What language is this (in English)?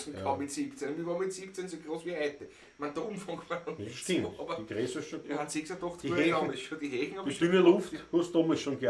Bavarian